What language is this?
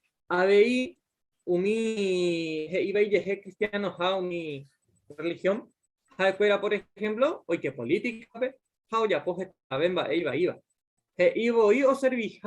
Guarani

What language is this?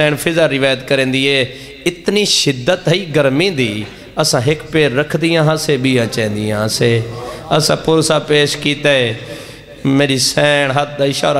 Saraiki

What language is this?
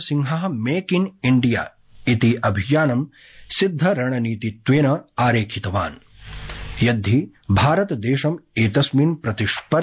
Sanskrit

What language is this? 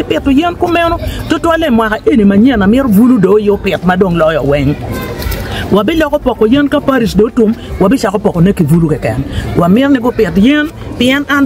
Acoli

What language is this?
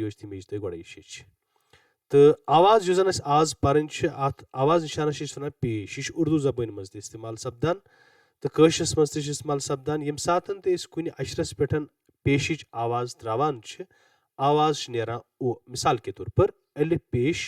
Kashmiri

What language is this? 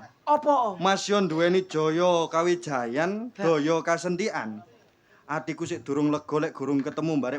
Javanese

